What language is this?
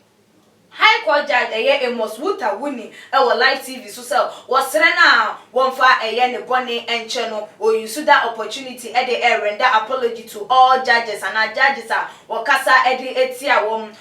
Akan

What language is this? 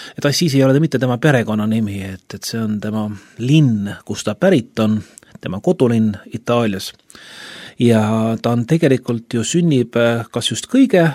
Estonian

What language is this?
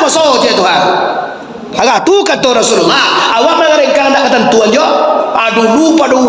Minangkabau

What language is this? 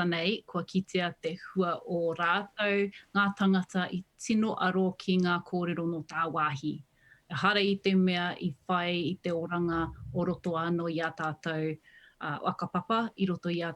Māori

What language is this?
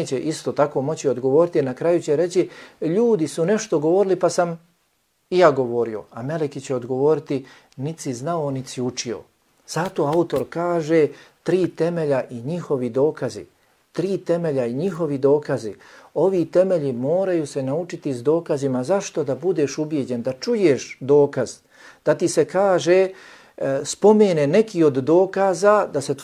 Bosnian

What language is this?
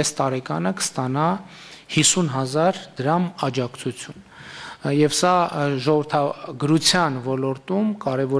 Armenian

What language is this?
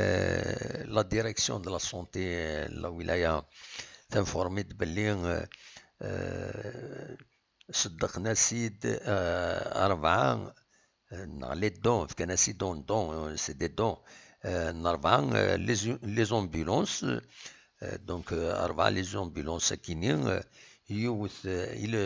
Kabyle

